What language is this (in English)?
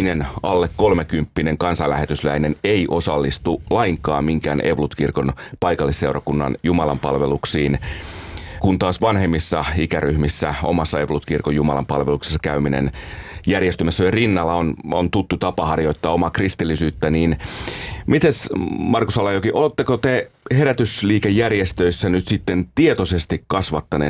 Finnish